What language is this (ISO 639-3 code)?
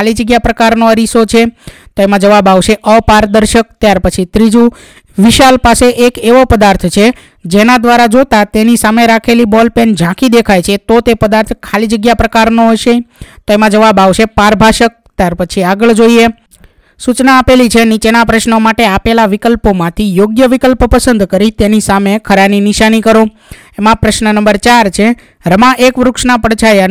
guj